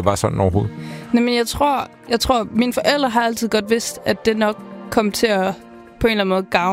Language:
Danish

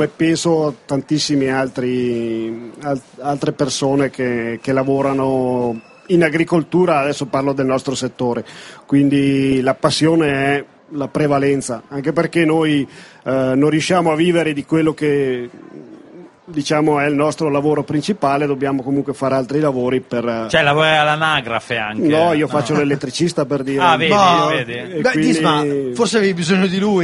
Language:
Italian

